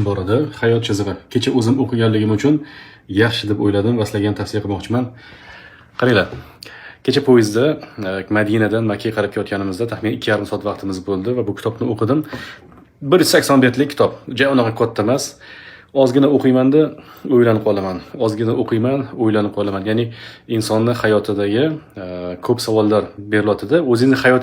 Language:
Uzbek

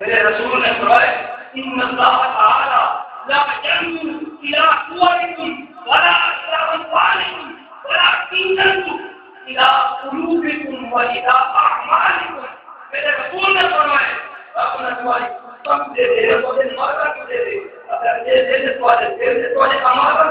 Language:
Saraiki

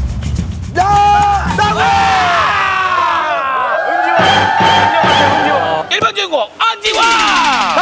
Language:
Korean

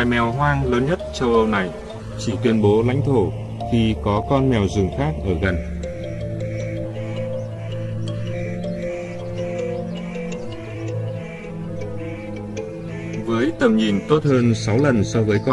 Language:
Vietnamese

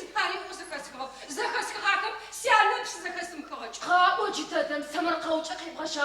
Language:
Adyghe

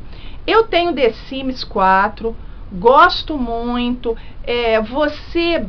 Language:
Portuguese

